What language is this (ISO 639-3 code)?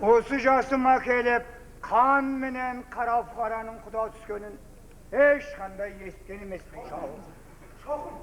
kaa